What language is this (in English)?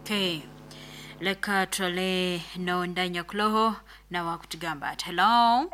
Nyoro